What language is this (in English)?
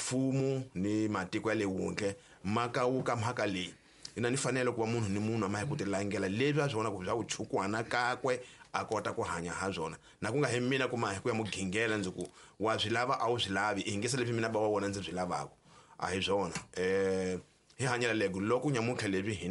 Tsonga